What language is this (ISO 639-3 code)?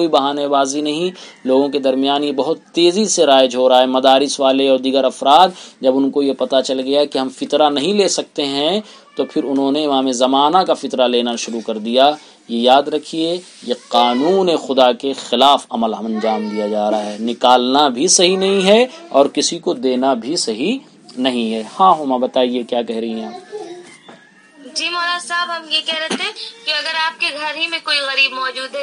urd